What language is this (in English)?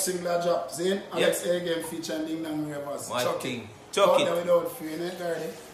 Jamaican Creole English